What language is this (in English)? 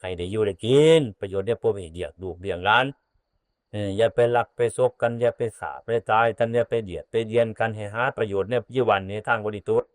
Northeastern Thai